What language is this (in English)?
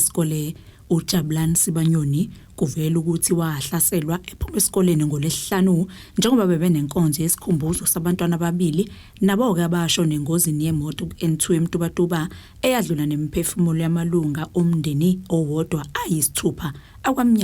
Zulu